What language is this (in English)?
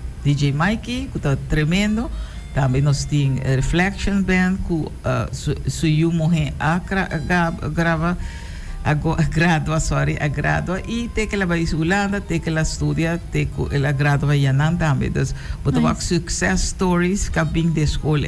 Papiamento